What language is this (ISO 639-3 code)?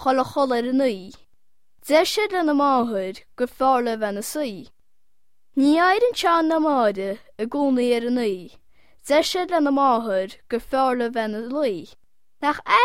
gle